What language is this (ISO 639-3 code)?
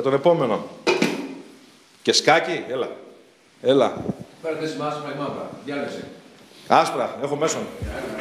ell